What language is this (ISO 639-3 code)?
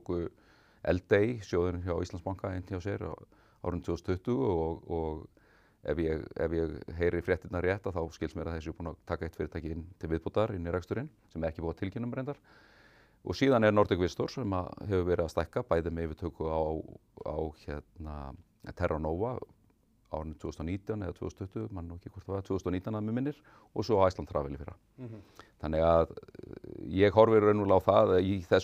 isl